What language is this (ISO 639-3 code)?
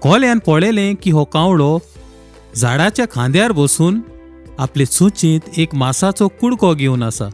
kok